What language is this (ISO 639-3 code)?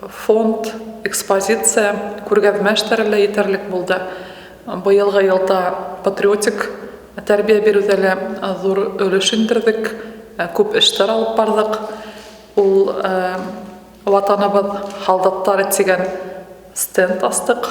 bak